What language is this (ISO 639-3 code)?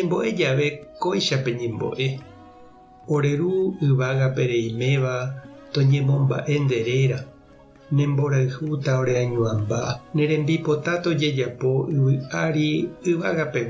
grn